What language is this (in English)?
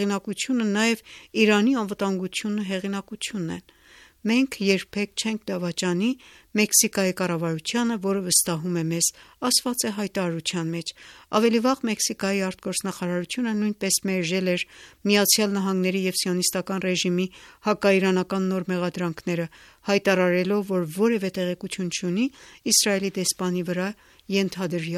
Armenian